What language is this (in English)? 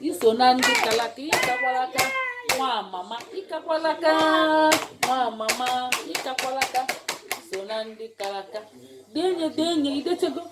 Igbo